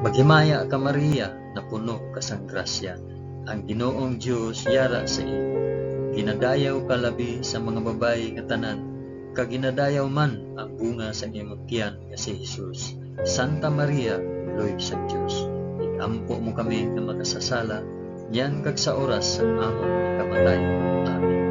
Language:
Hiligaynon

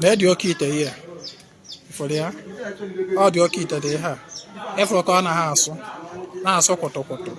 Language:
Igbo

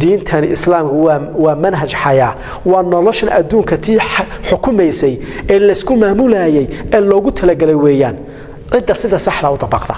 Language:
Somali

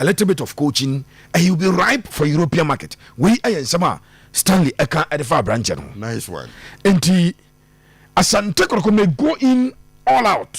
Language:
Akan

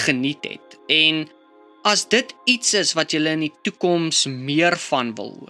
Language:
Afrikaans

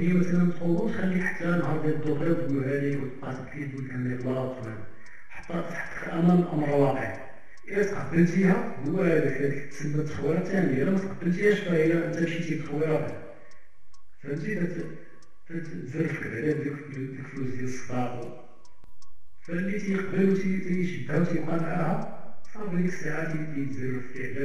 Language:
Moroccan Arabic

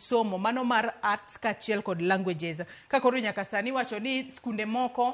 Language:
Luo (Kenya and Tanzania)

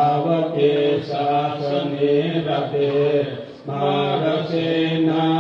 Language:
Pali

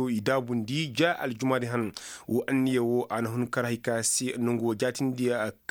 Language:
Koyraboro Senni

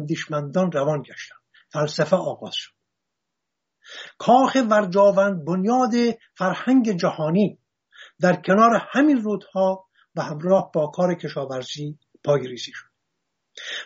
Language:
Persian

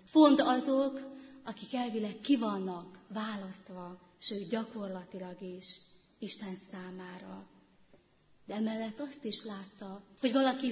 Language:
Hungarian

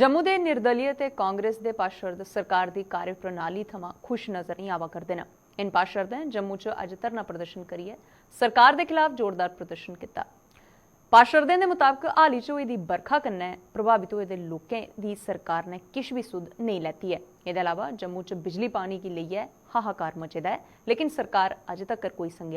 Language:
Dogri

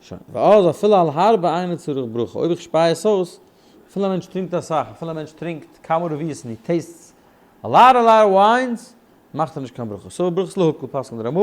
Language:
Yiddish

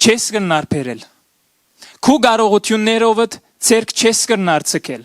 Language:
Western Armenian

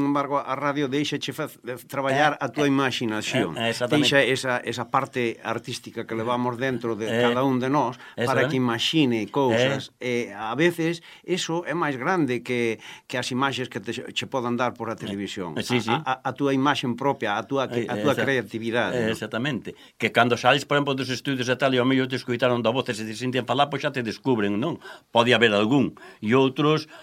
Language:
Galician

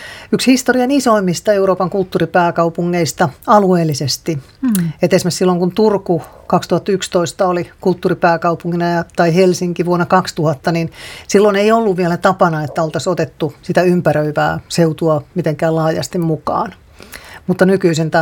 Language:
Finnish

